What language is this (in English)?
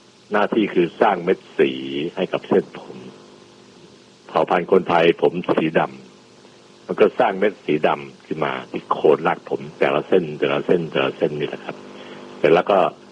Thai